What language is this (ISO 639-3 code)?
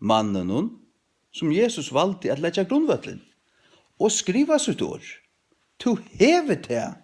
fao